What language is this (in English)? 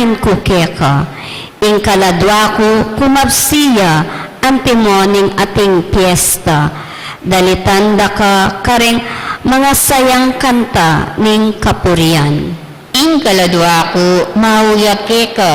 Pampanga